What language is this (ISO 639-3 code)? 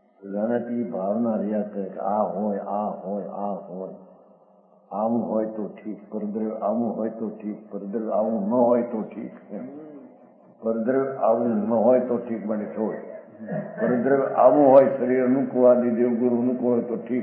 guj